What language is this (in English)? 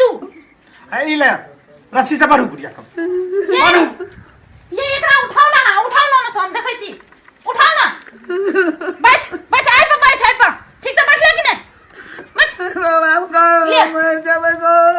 Maithili